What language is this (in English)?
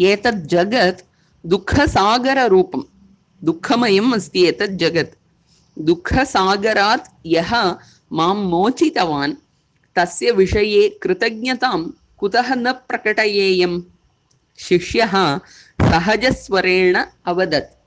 Sanskrit